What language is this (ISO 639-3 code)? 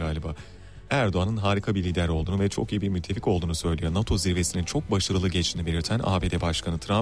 tur